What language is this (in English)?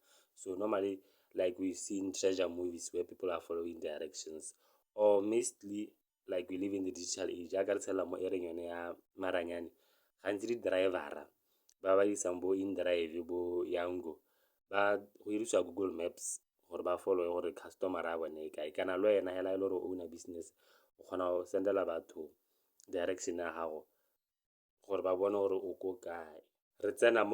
Tswana